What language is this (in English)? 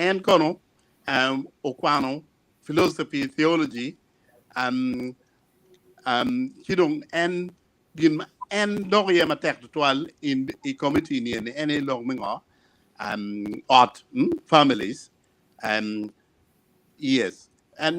Acoli